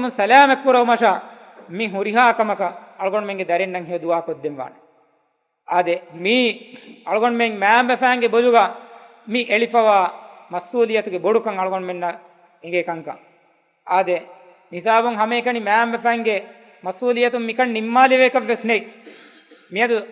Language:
Divehi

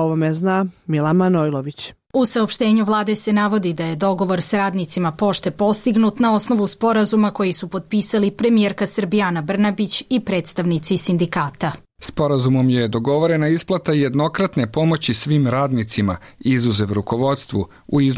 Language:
Serbian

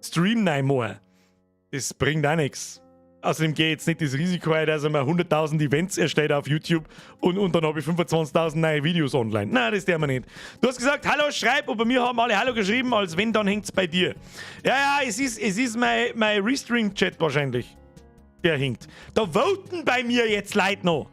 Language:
Bavarian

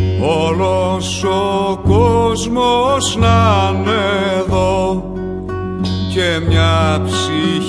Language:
Greek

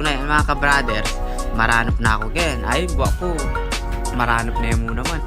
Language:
Pampanga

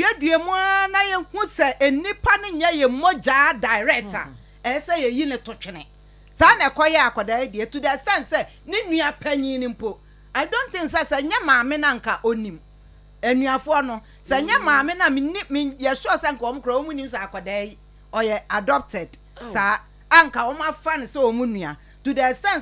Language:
Akan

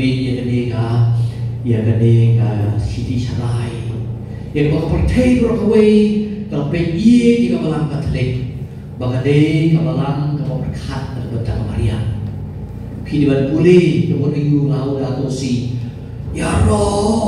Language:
Khasi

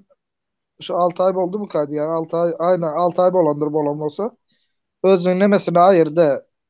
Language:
Turkmen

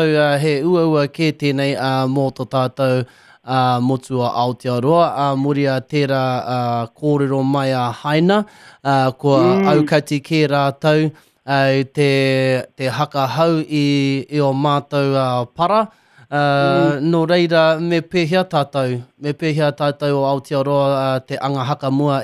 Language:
Māori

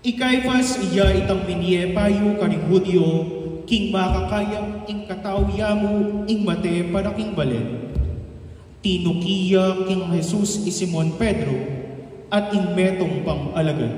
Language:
Pampanga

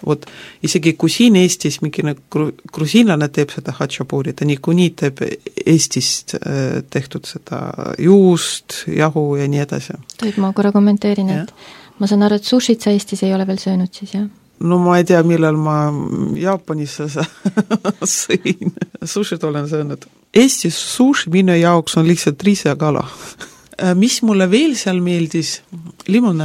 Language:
Estonian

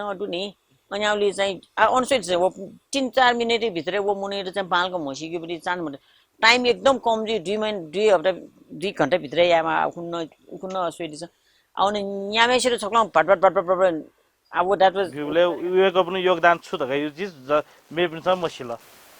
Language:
Newari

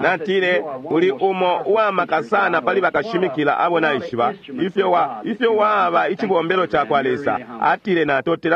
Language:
Bemba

